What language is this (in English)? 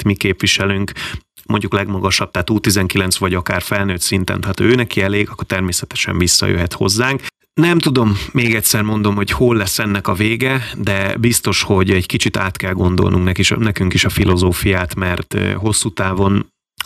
Hungarian